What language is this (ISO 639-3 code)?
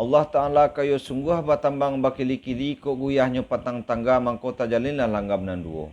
min